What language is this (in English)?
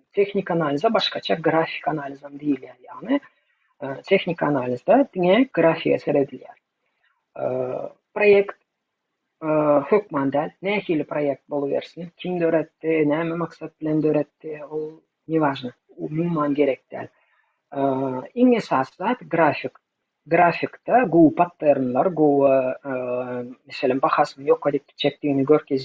Turkmen